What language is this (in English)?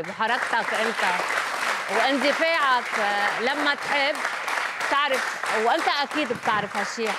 North Levantine Arabic